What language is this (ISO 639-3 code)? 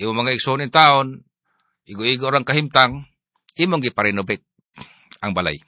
ceb